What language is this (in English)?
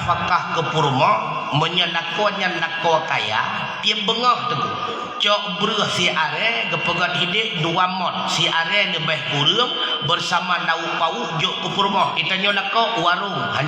Achinese